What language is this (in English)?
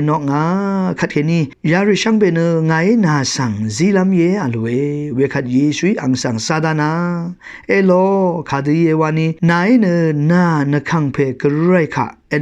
Rawang